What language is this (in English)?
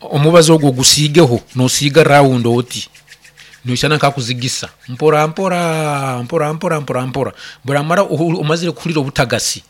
Nyankole